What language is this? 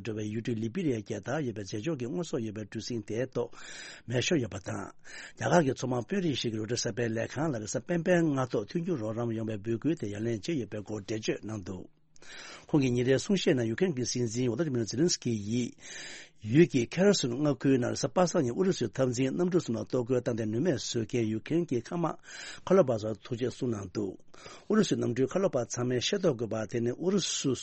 Tibetan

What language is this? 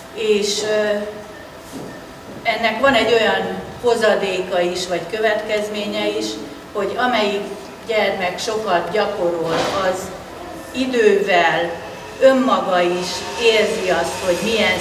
Hungarian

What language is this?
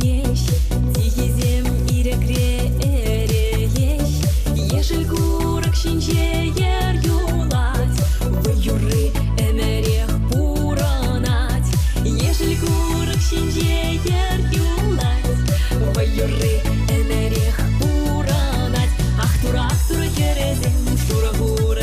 Chuvash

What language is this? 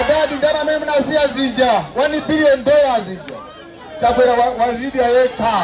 Nyanja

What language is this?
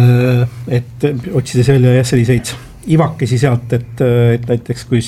Estonian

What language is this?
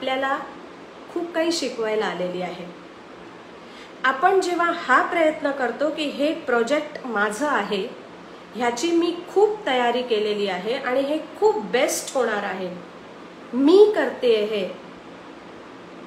Marathi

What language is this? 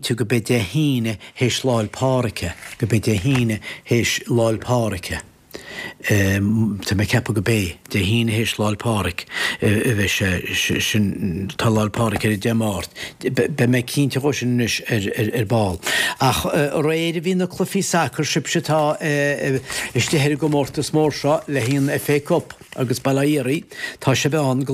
Irish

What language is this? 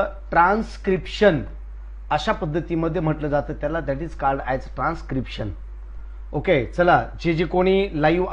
Marathi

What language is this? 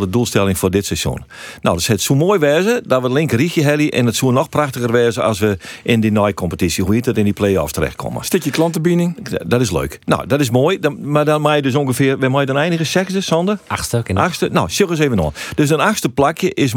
Western Frisian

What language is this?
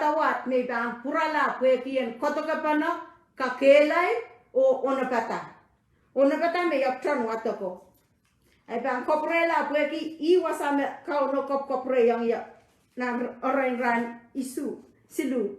Pohnpeian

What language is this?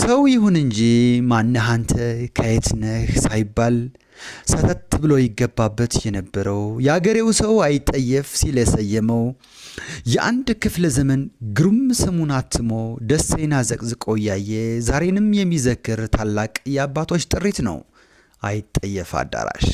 Amharic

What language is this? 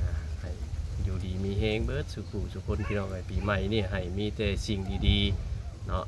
Northeastern Thai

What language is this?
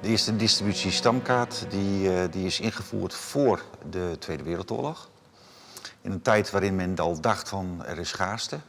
Western Frisian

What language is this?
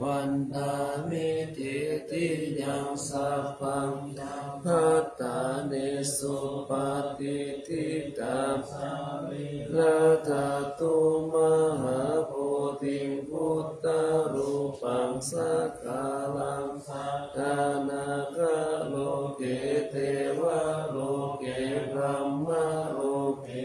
Pali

